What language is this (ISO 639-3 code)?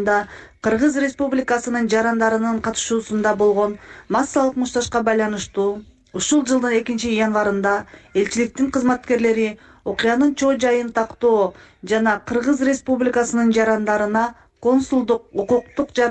kir